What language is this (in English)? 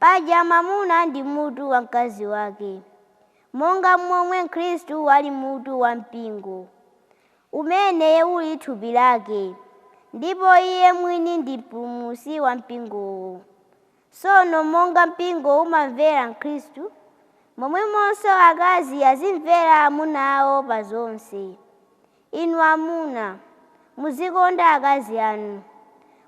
Nyanja